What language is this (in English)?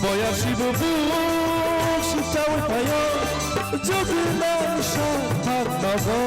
Kok Borok